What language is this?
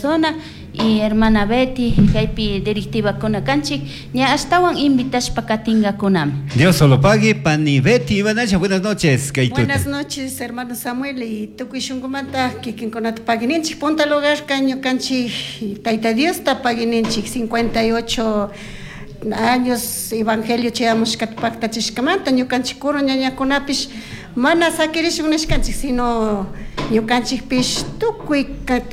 Chimborazo Highland Quichua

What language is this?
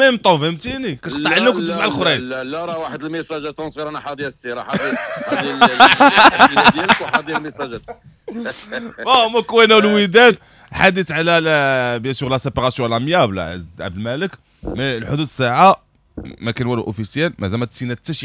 Moroccan Arabic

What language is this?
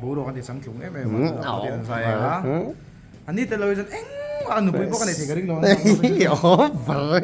Mizo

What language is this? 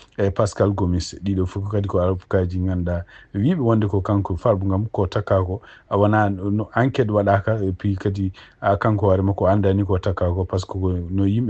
Fula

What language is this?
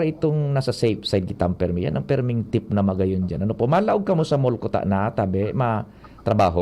Bikol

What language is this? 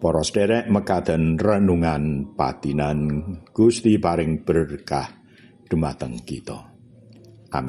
Javanese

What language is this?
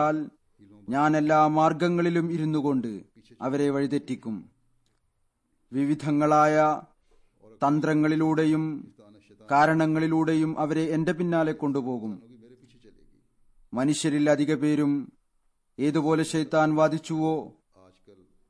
Malayalam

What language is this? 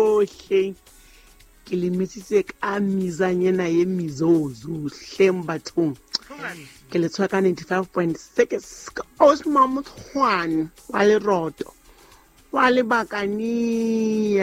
Southern Sotho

